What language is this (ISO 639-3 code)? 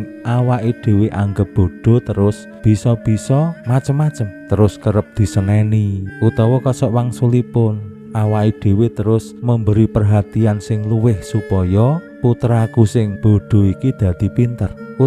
jav